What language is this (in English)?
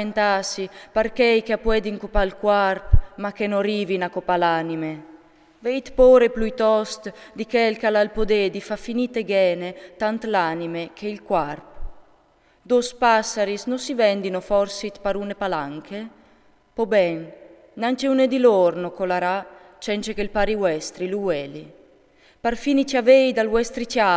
Friulian